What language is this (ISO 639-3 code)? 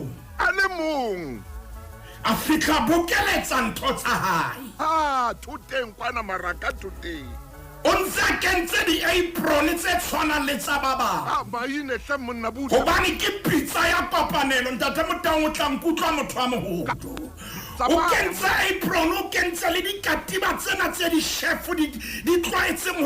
sot